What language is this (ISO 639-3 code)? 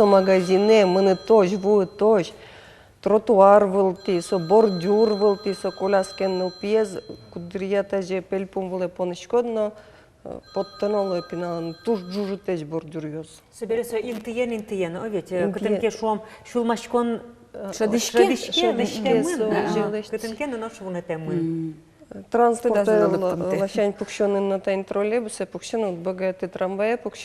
udm